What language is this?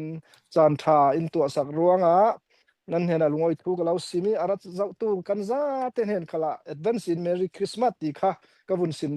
Falam Chin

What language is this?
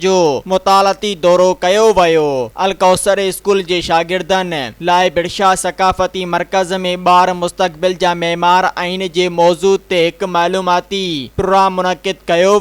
Sindhi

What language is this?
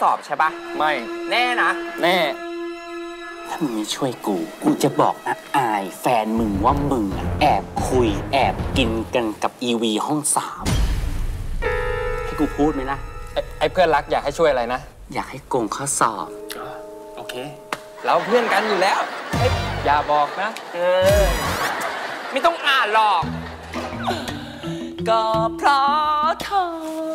Thai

